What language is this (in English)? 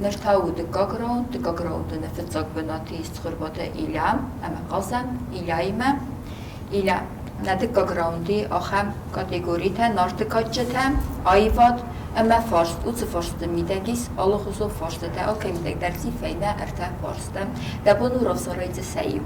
Ossetic